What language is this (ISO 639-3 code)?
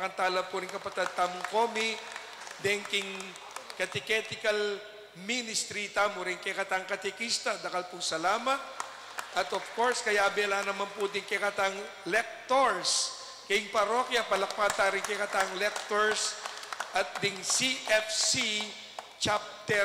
pam